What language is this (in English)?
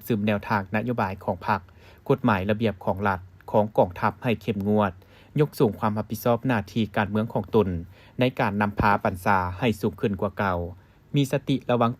Lao